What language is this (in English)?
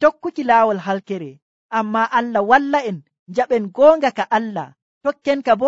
Nigerian Fulfulde